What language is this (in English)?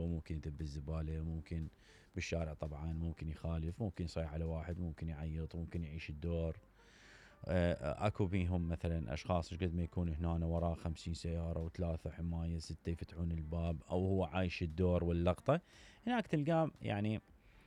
Mesopotamian Arabic